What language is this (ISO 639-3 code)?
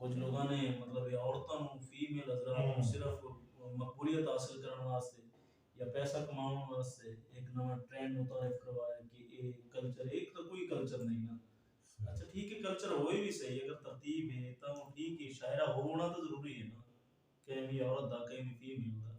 skr